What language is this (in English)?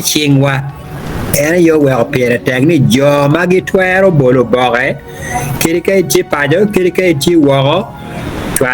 Acoli